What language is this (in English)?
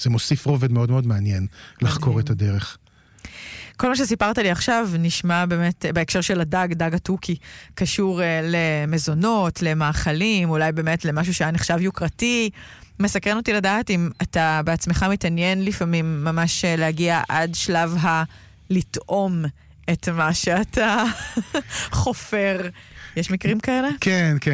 Hebrew